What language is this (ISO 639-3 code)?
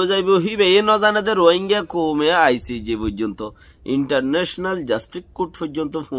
rhg